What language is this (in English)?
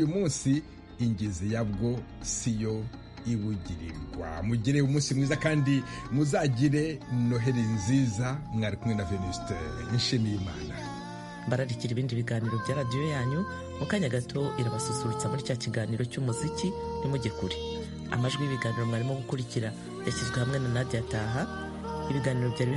Kinyarwanda